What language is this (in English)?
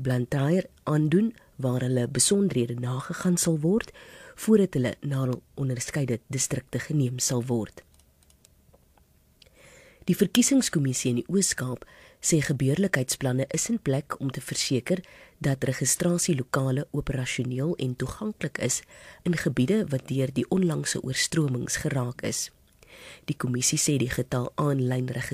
Afrikaans